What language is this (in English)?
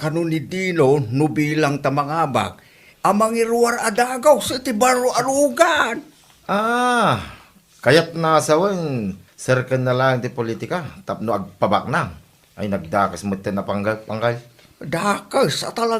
Iloko